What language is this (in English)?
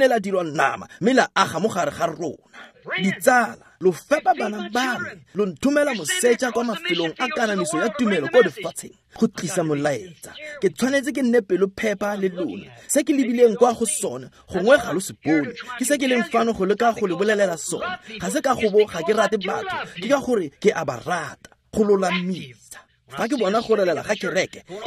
Tswana